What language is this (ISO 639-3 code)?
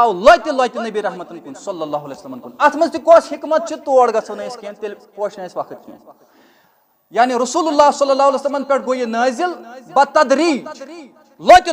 kas